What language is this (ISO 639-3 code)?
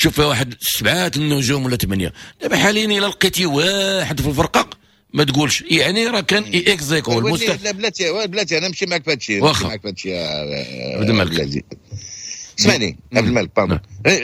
ary